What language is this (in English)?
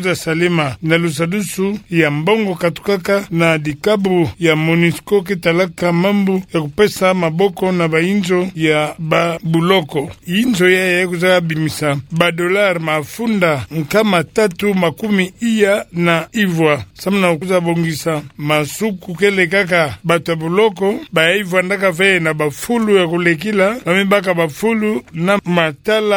Kituba (Democratic Republic of Congo)